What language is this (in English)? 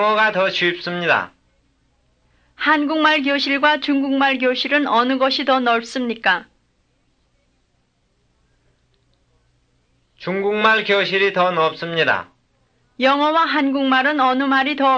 Korean